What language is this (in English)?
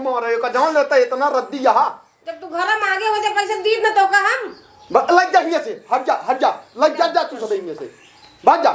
Awadhi